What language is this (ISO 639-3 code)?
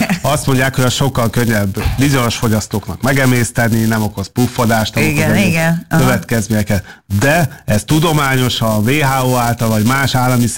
hun